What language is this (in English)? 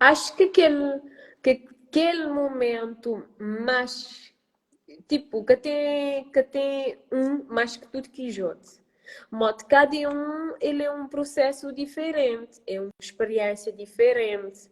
Kabuverdianu